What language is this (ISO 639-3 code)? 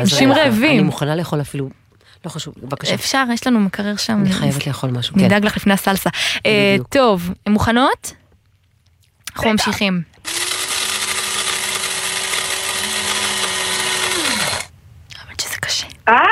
heb